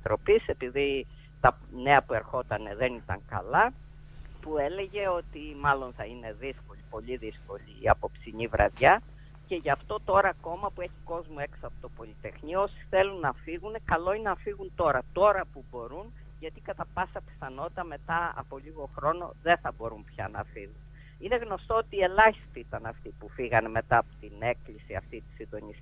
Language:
Greek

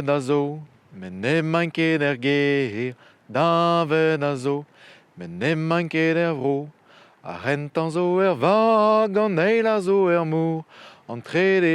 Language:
Breton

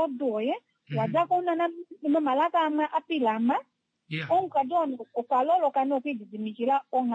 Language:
Kuanyama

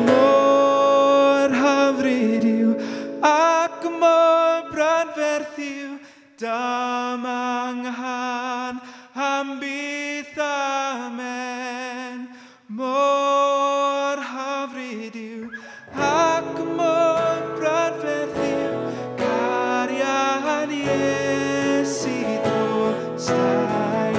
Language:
Welsh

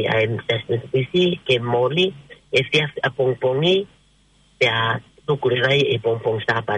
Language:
Tongan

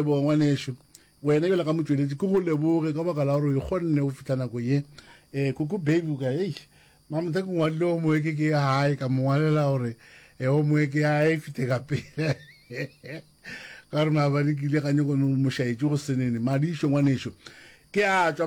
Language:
Northern Sotho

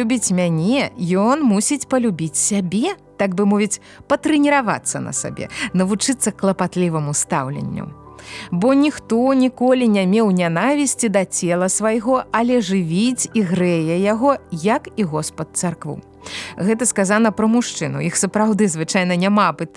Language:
Belarusian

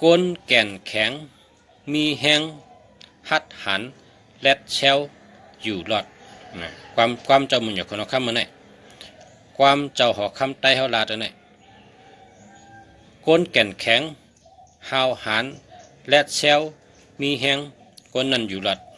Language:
Shan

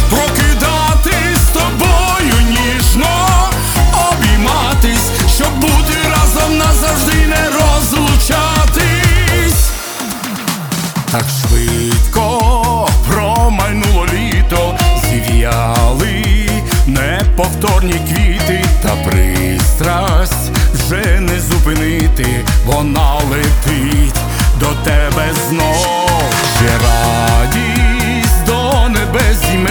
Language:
Ukrainian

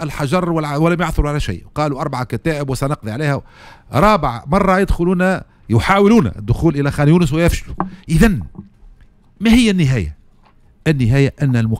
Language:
Tunisian Arabic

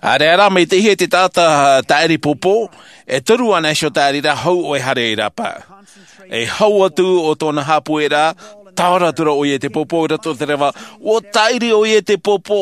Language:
Tahitian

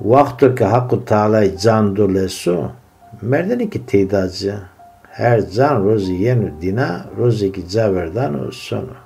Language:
Zaza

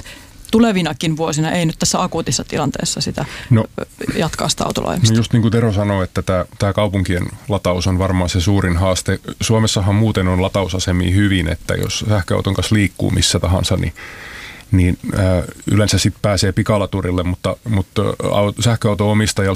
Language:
Finnish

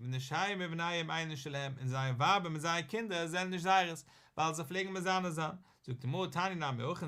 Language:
Yiddish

